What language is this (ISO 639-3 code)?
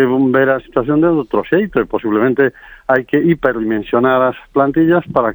glg